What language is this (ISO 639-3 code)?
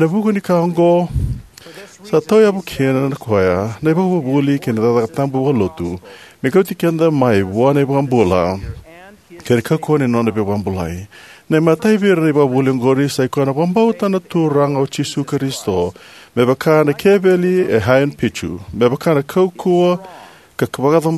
fij